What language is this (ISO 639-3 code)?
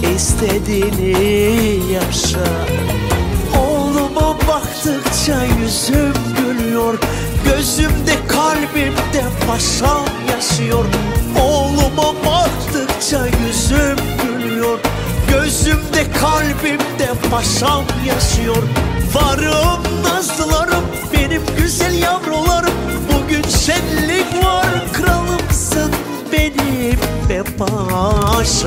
tur